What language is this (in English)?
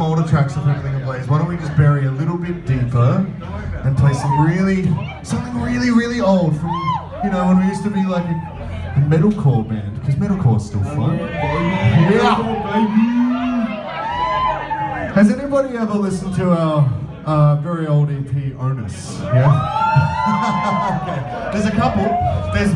English